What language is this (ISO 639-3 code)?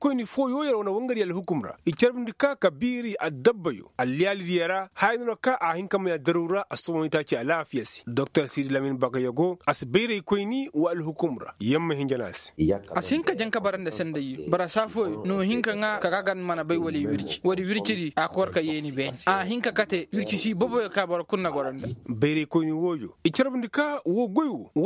ses